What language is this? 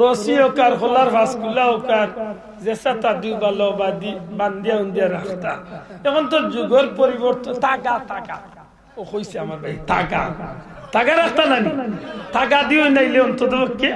Sylheti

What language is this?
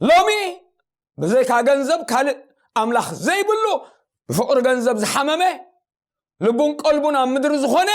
Tigrinya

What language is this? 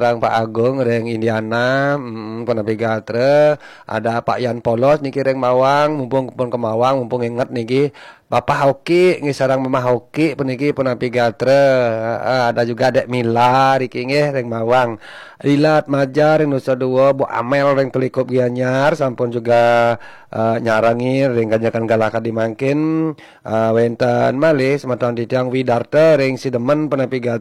Balinese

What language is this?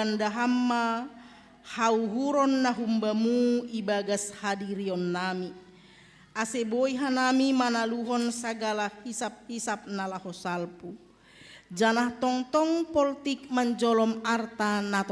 Batak Simalungun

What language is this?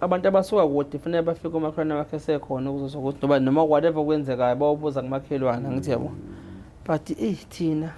Zulu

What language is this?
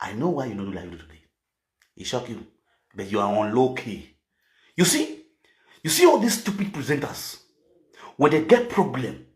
Nigerian Pidgin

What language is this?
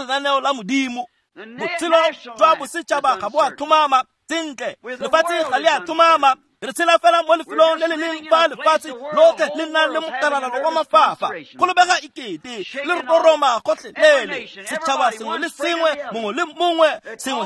Tswana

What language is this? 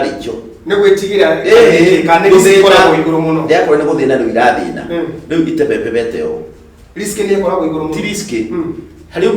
Kikuyu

